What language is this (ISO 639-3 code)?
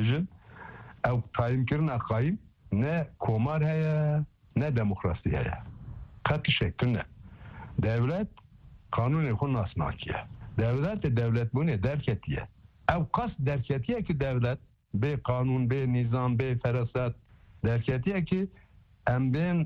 kur